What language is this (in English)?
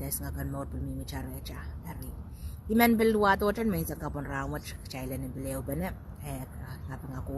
Pohnpeian